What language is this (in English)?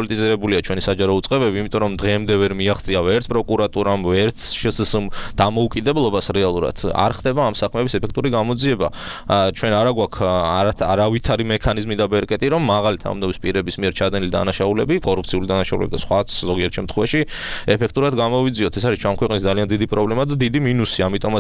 Georgian